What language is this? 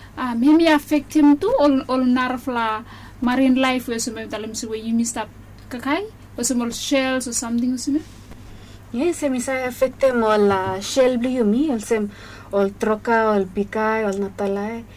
Bislama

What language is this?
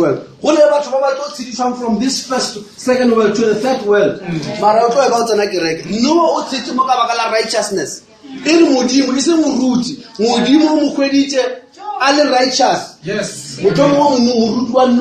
Northern Sotho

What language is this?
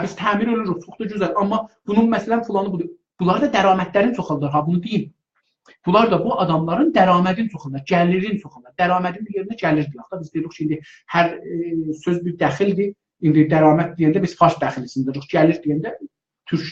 South Azerbaijani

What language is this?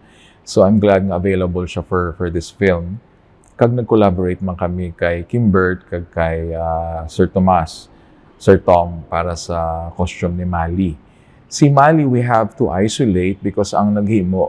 Hiligaynon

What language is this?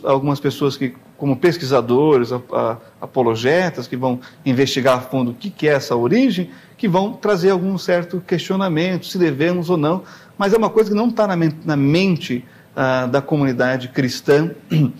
Portuguese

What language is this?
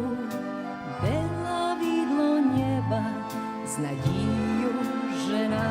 Rusyn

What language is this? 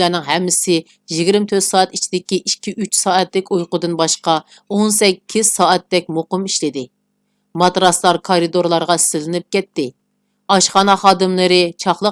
Uyghur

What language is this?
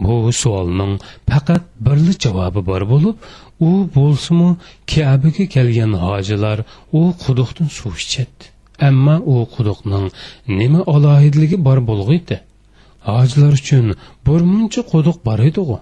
Uyghur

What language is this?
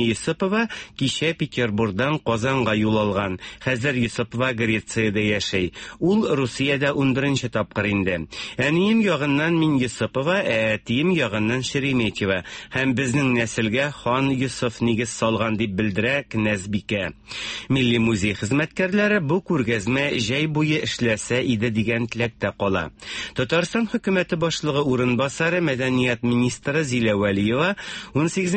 Tatar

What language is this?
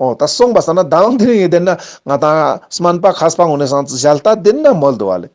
Ladakhi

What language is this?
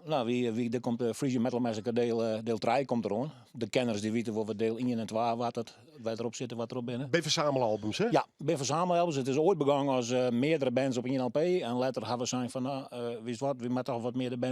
Western Frisian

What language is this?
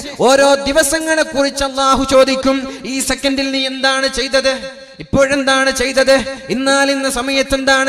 Malayalam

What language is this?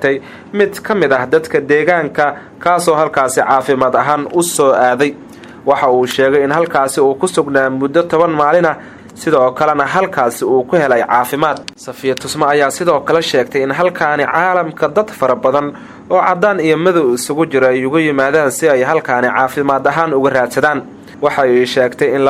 Somali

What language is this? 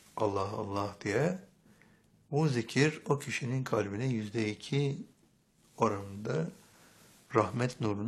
Turkish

